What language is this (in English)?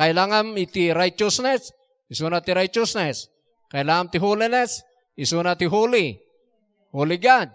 Iloko